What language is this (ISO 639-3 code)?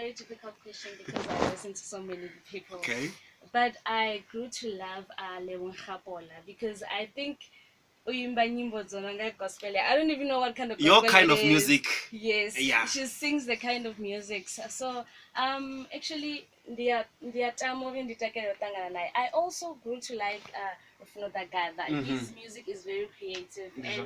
ven